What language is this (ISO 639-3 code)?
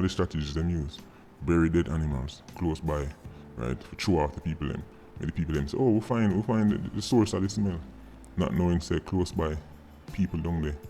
jam